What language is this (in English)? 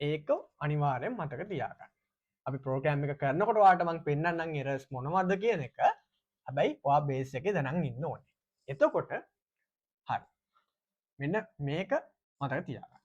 Sinhala